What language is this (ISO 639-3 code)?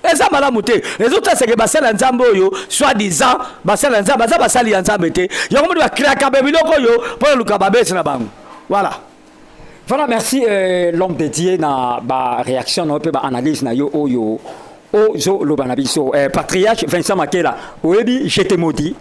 lin